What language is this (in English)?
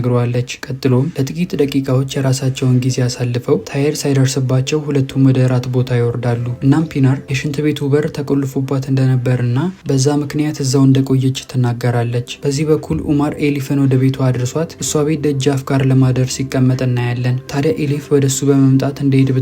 Amharic